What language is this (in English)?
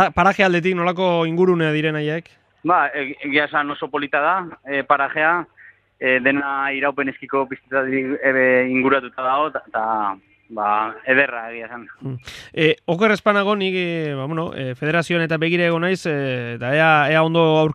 Basque